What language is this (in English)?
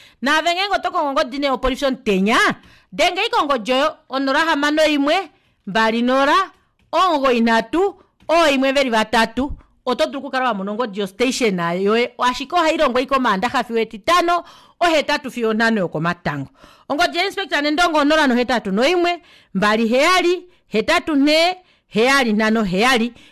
Kuanyama